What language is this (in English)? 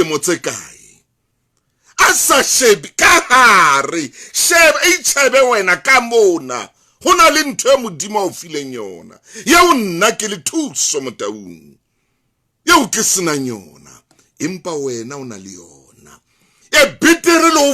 Southern Sotho